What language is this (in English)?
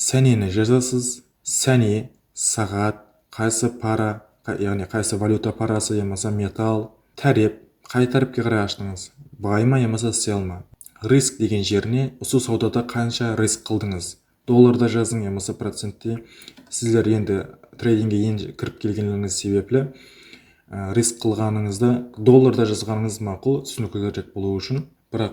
Kara-Kalpak